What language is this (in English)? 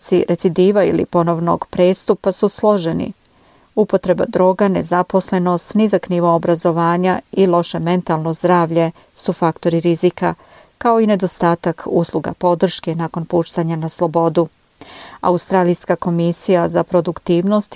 Serbian